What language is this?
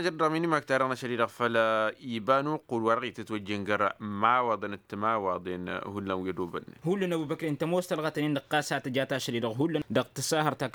Tamasheq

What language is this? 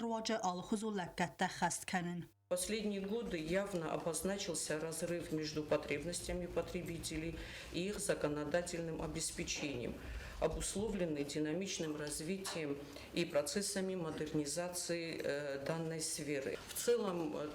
Ossetic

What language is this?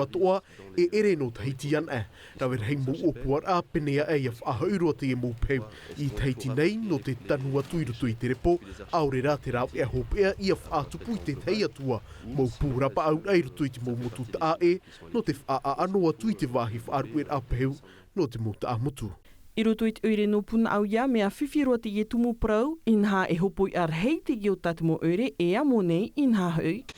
Tahitian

